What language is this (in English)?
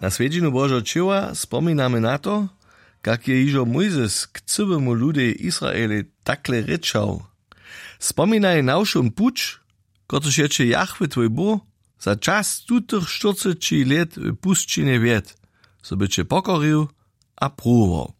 Upper Sorbian